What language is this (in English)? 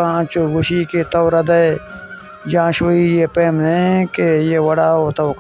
Baluchi